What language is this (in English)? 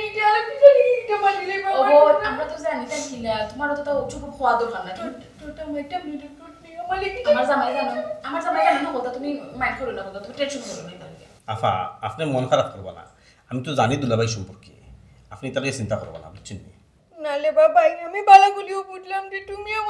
Sylheti